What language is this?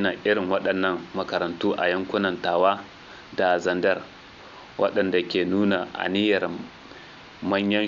Hausa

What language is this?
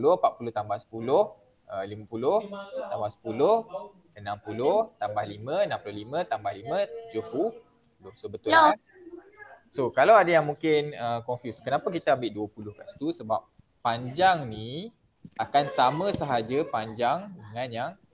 Malay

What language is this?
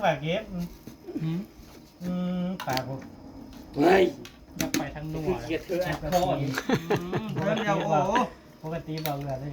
Northeastern Thai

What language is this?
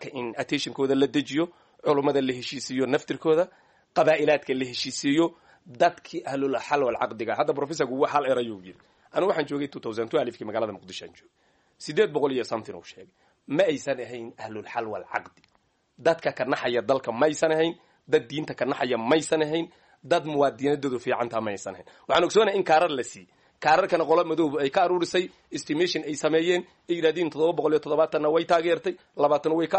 Somali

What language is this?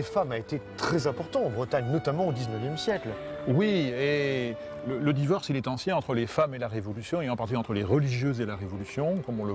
French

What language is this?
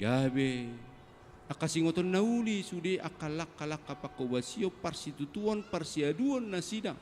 Batak Toba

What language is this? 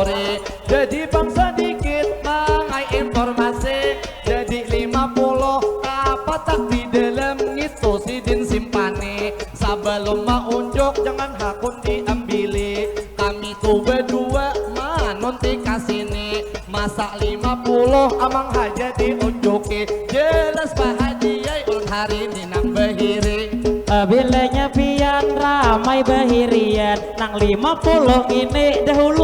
Banjar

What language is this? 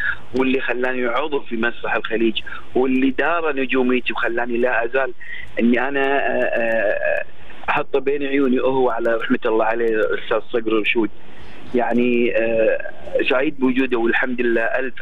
Gulf Arabic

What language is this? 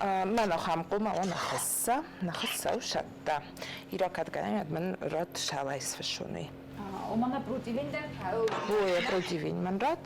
Ossetic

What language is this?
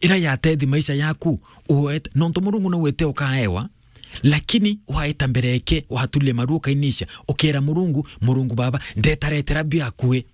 Meru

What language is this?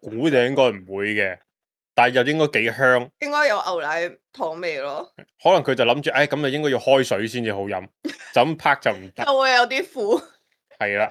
Cantonese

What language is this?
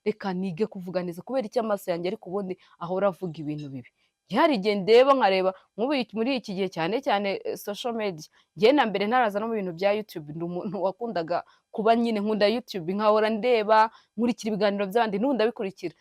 Kinyarwanda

